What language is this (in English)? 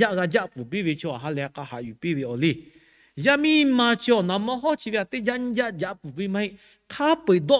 Lahu